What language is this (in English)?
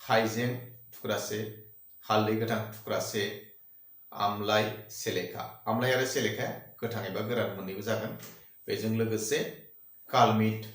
Bodo